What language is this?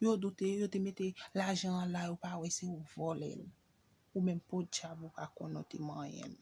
Haitian Creole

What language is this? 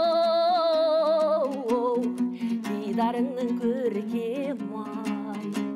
Kazakh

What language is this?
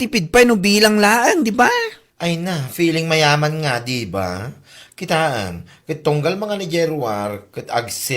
Iloko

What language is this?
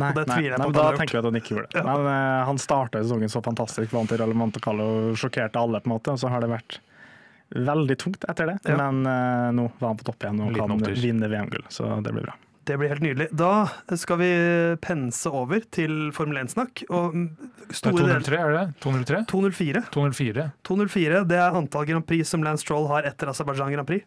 Norwegian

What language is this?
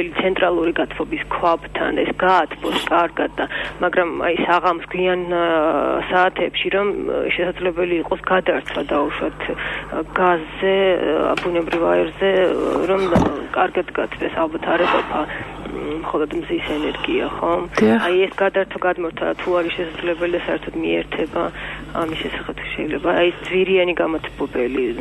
Georgian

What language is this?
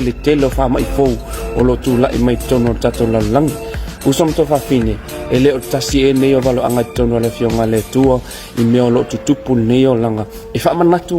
Samoan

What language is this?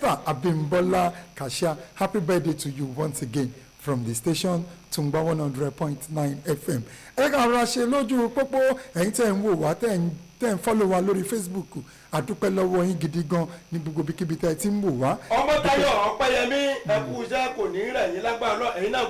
Yoruba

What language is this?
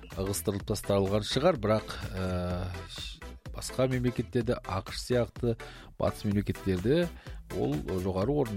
Kazakh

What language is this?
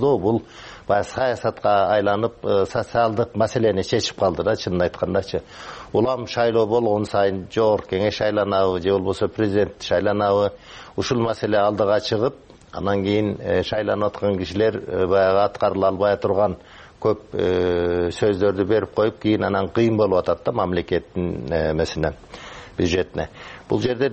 Kyrgyz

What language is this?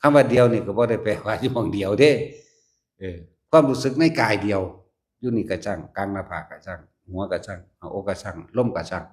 Lao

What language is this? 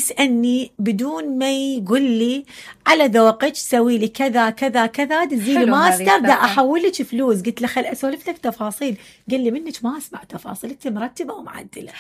Mesopotamian Arabic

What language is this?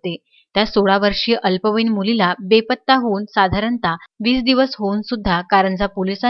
Marathi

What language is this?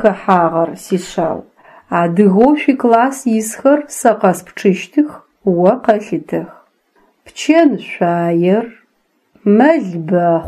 Adyghe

